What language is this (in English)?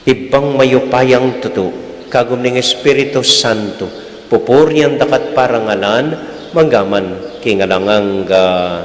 Pampanga